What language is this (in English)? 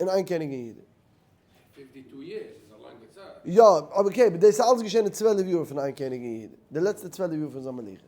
Yiddish